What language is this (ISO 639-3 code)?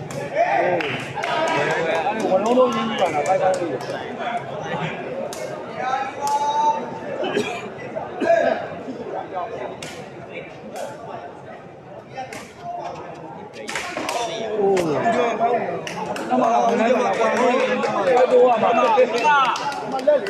mya